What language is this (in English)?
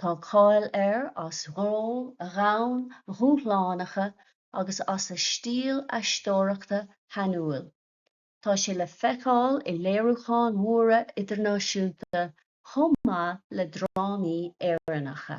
Irish